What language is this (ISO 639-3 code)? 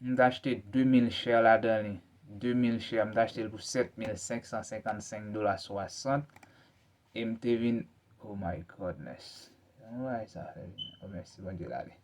hat